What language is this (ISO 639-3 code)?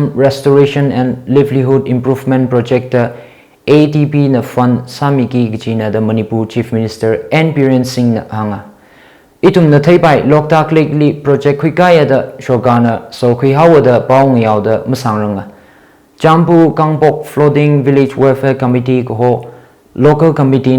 nmf